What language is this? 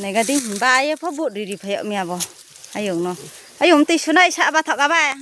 Riang (India)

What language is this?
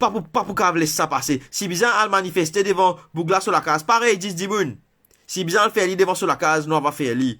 Morisyen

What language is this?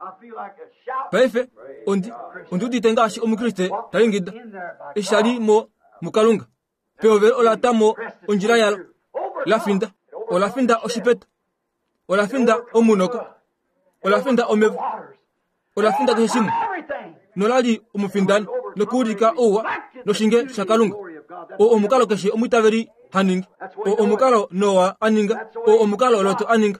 Kuanyama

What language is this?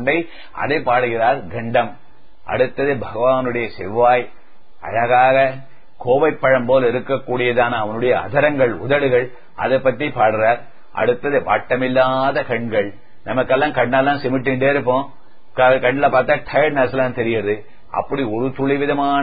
Tamil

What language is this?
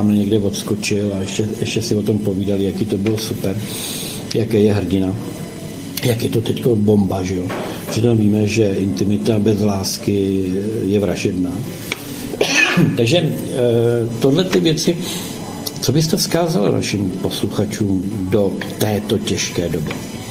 Czech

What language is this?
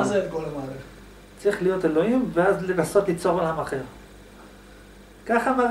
Hebrew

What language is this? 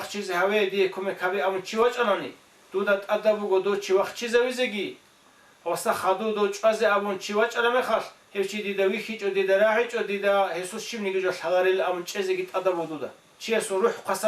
Avaric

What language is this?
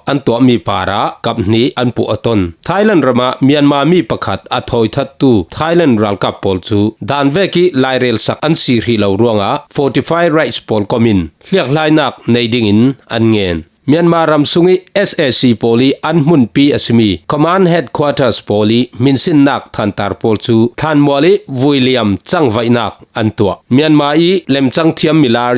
Falam Chin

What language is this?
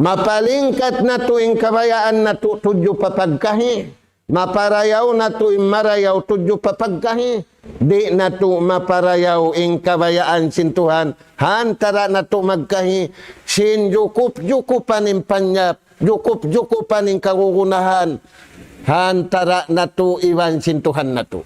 Tausug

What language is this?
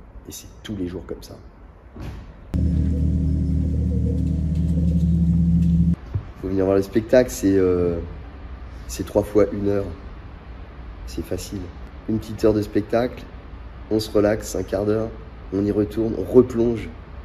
French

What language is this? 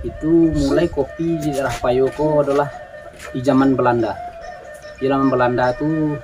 Minangkabau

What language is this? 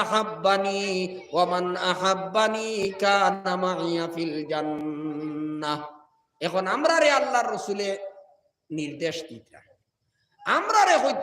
Sylheti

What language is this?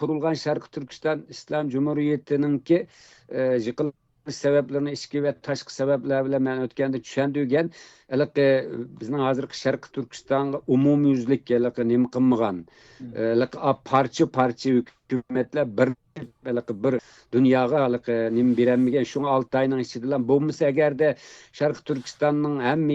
Uyghur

